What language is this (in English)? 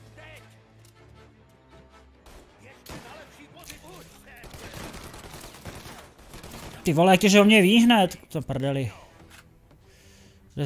Czech